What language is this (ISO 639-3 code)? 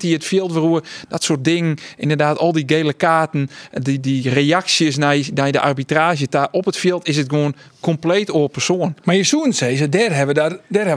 fry